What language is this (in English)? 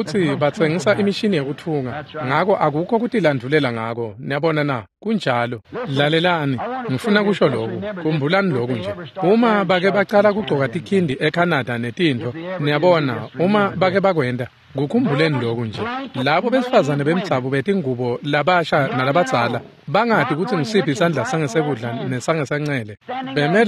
Swati